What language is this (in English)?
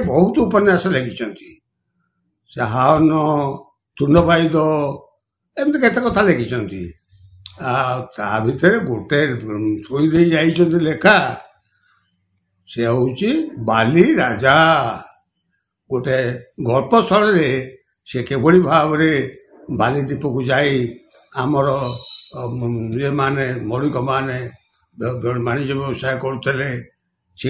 Odia